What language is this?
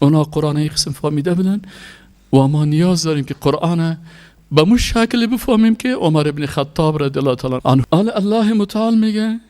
Persian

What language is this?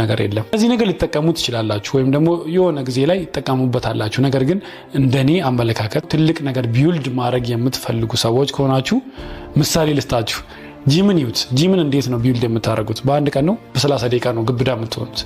Amharic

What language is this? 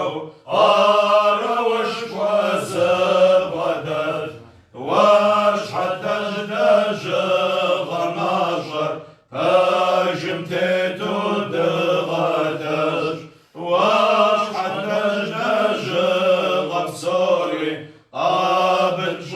Kabardian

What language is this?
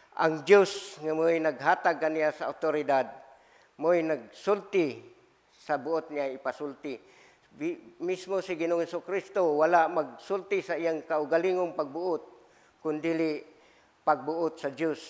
Cebuano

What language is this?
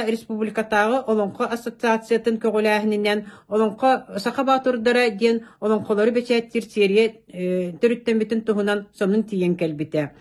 Yakut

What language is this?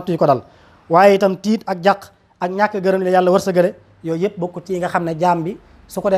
Wolof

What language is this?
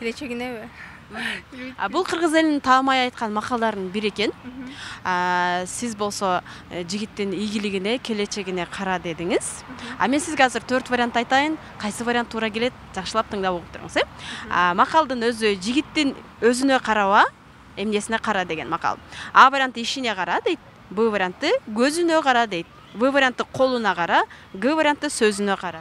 Kyrgyz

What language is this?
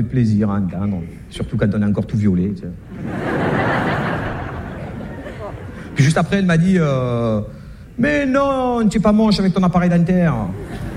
French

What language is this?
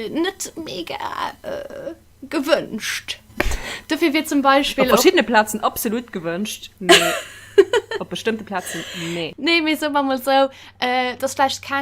Luxembourgish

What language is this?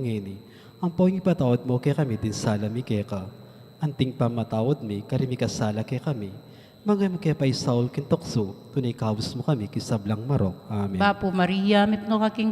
Pampanga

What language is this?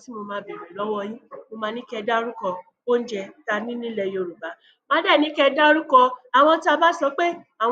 Yoruba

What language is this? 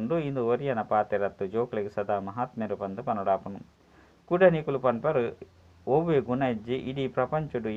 Tulu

